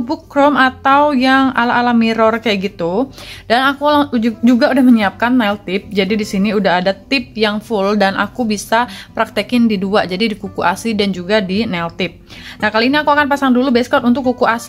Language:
Indonesian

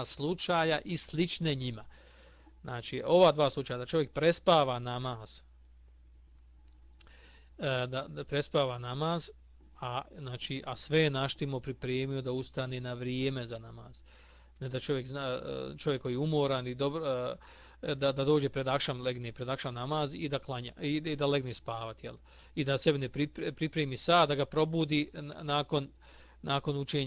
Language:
Bosnian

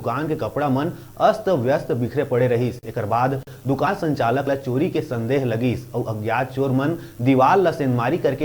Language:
Chhattisgarhi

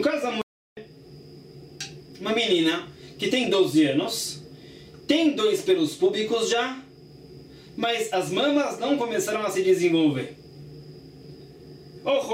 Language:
Portuguese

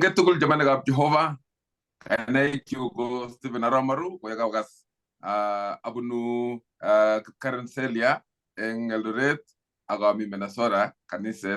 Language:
Kalenjin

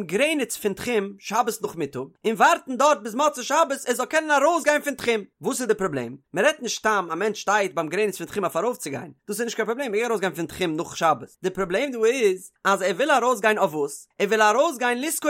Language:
Yiddish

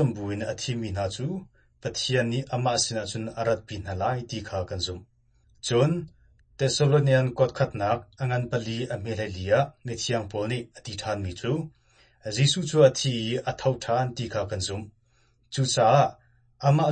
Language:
Hakha Chin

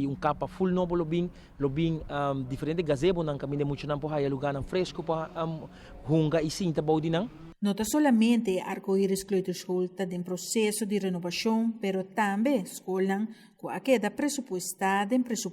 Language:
Papiamento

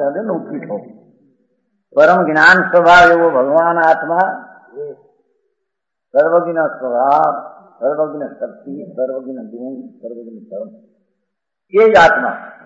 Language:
Gujarati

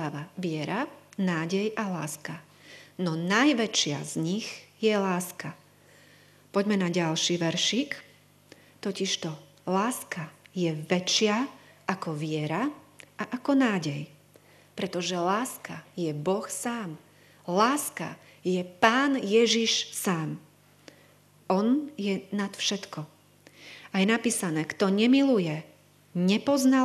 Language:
Slovak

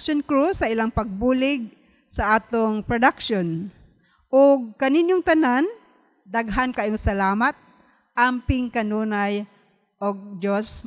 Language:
Cebuano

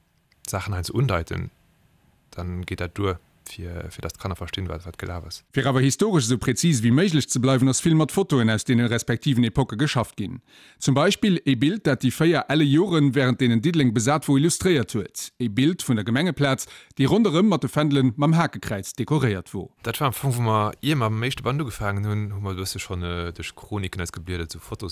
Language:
Luxembourgish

